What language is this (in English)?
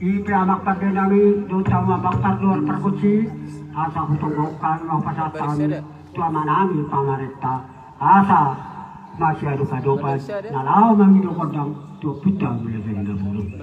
Batak Toba